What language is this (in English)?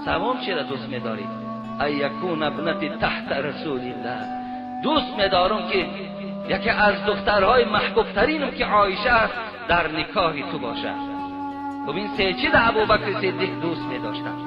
Tajik